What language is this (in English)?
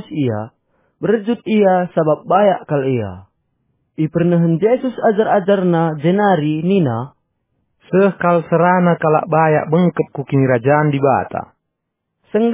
Batak Karo